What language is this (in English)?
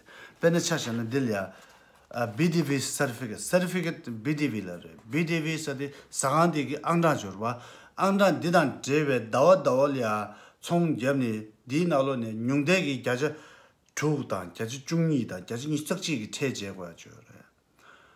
Tibetan